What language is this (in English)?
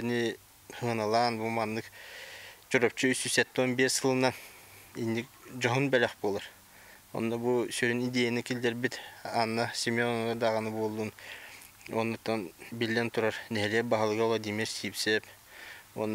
Yakut